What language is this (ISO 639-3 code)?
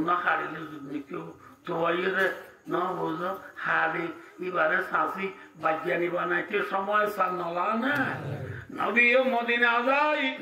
rhg